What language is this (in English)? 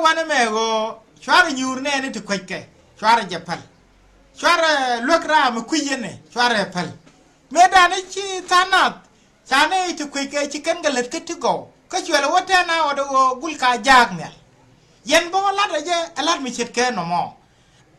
Nuer